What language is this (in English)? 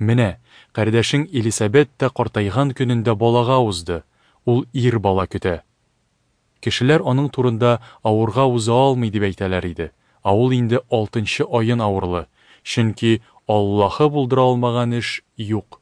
Tatar